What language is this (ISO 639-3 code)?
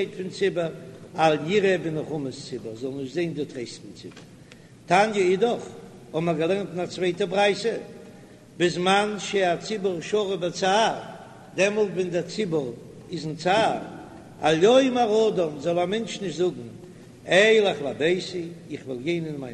yid